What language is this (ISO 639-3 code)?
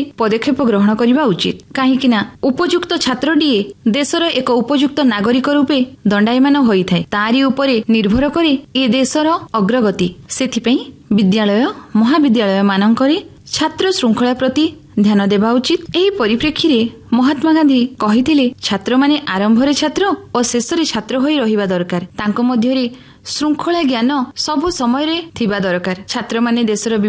ori